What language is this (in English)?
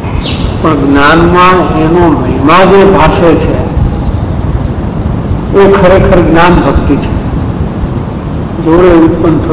Gujarati